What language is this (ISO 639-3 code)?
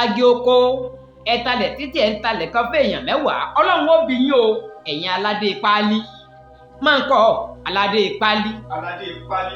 yor